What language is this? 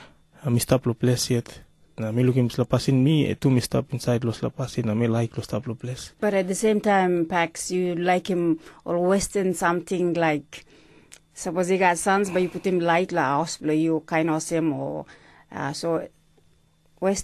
Tok Pisin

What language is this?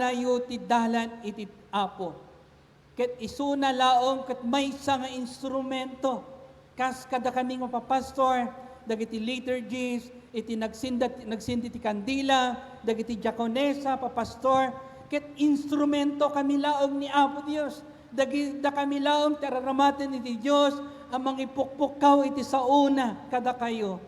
Iloko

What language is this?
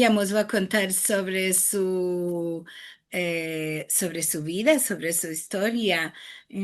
Ladino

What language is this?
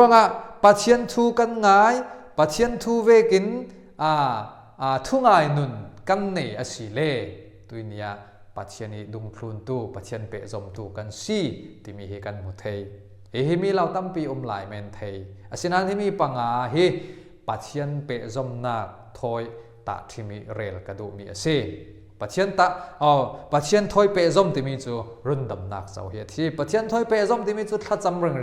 Falam Chin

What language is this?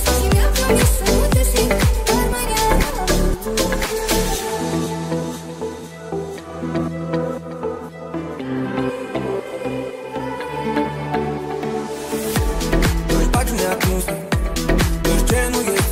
Romanian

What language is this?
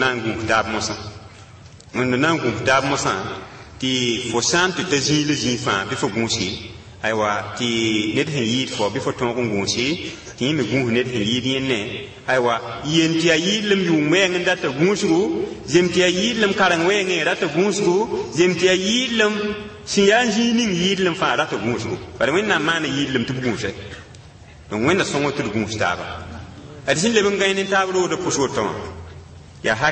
Mossi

